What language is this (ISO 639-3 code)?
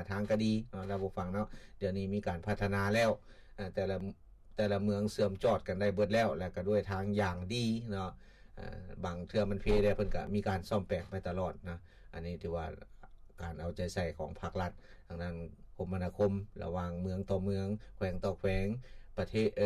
lao